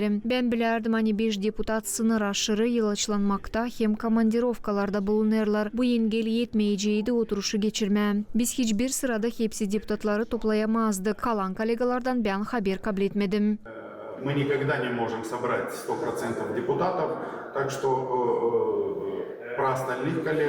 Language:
Gagauz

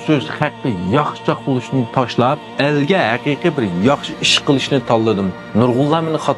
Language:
Uyghur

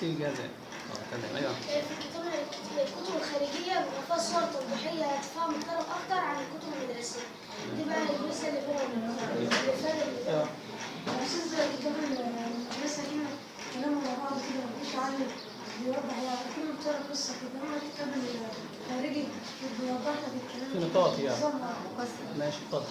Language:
Egyptian Arabic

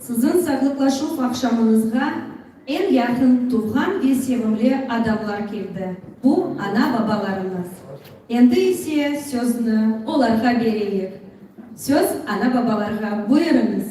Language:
Crimean Tatar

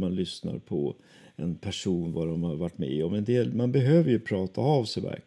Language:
Swedish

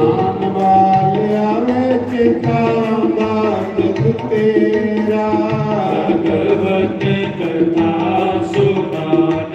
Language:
Dogri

